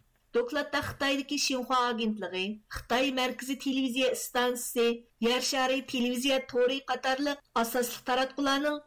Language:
Uyghur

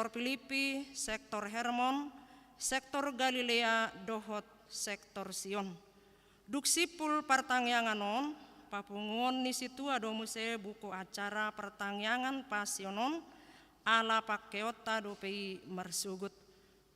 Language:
Batak Toba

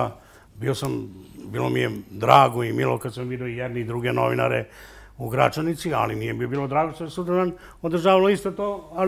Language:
Serbian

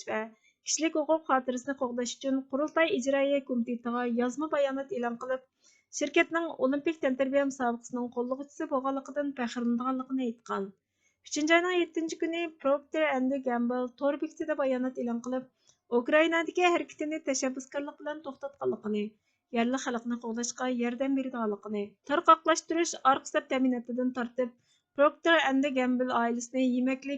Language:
Uyghur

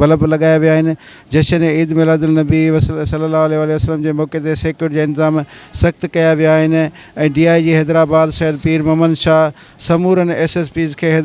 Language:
Sindhi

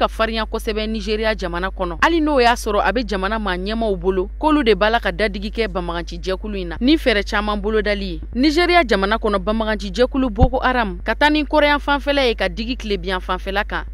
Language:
Bambara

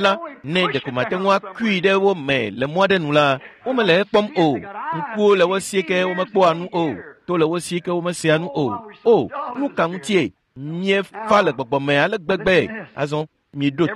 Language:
Ewe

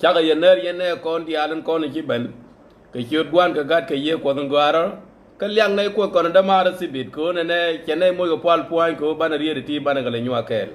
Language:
Nuer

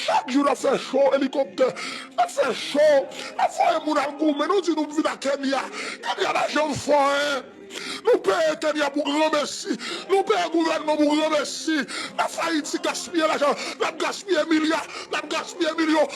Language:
Haitian Creole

